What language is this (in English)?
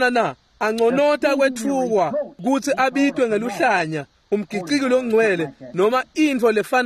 Swati